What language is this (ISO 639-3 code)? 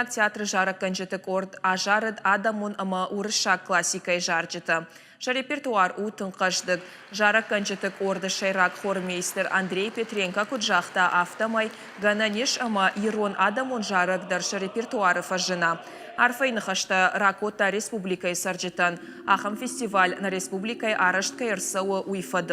oss